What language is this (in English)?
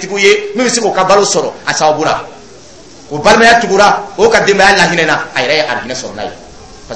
Dyula